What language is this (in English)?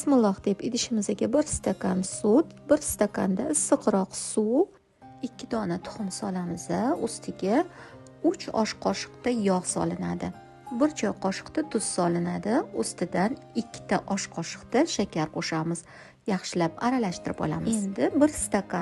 Uzbek